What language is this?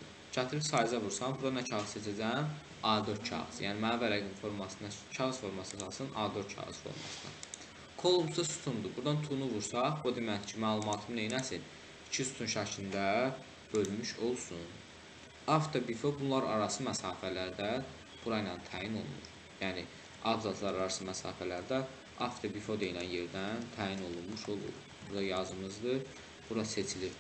Azerbaijani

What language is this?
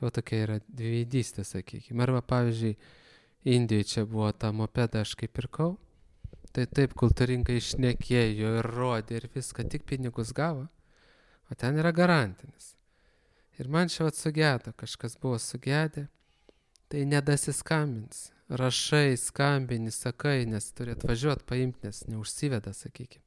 Lithuanian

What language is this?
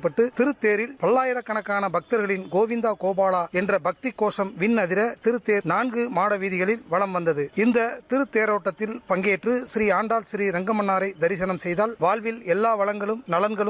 Tamil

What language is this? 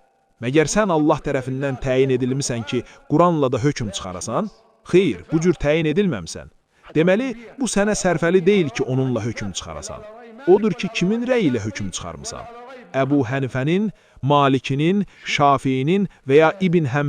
Azerbaijani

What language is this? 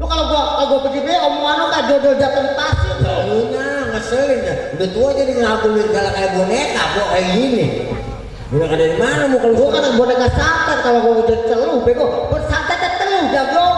Betawi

